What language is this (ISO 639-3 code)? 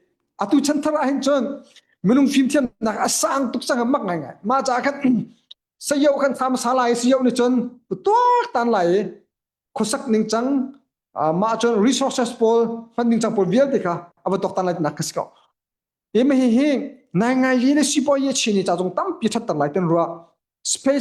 cnh